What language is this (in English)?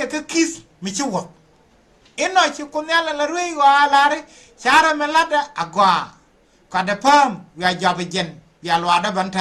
Nuer